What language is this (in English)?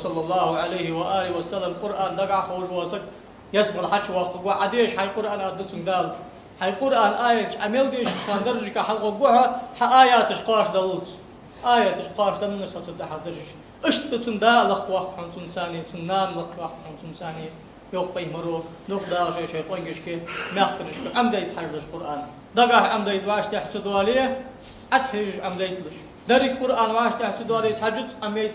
Ingush